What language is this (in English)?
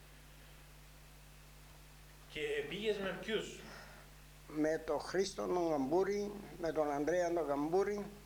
Greek